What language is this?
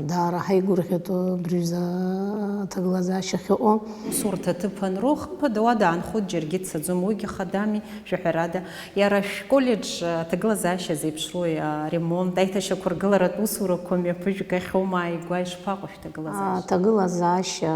Abkhazian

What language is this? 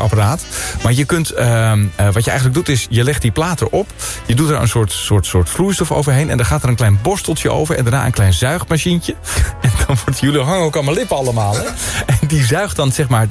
Dutch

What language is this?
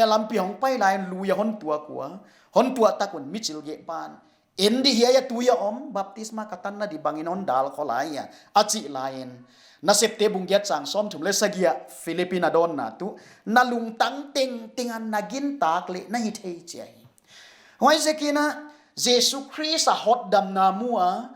Paite Chin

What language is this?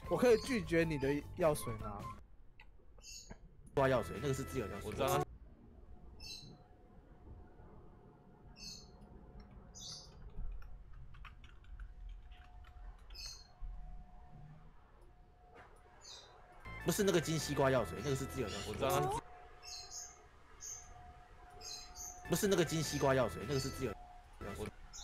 Chinese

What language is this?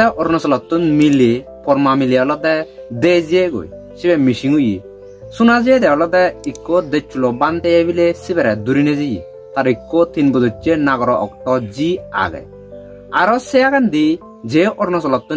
Chakma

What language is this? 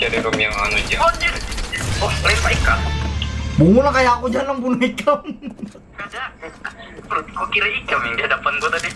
Banjar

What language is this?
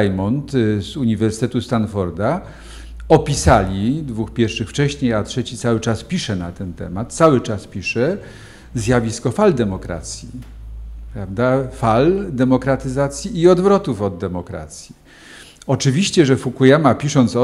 Polish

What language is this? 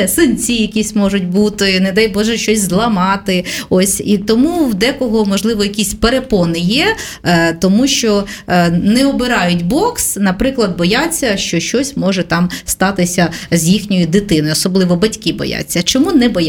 Ukrainian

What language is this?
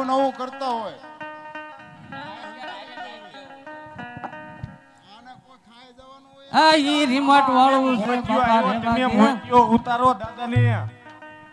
Gujarati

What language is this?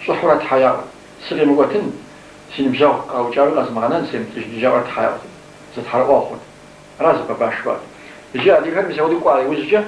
Kabardian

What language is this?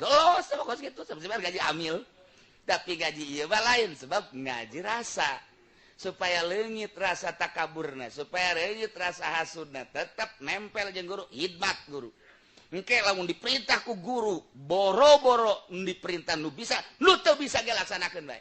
Sundanese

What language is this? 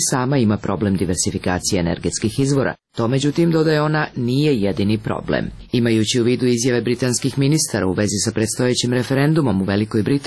Serbian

